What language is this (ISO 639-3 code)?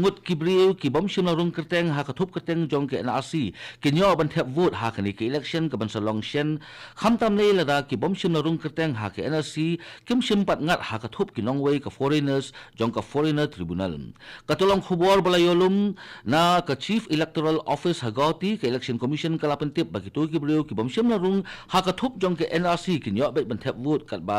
kha